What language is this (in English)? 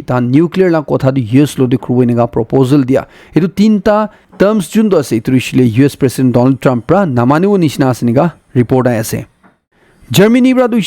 Naga Pidgin